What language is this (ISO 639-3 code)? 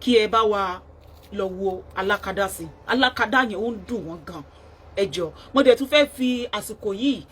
yor